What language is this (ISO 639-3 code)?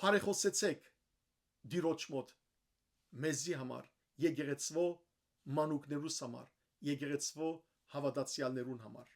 hyw